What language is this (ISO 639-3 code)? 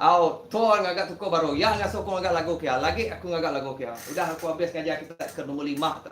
iba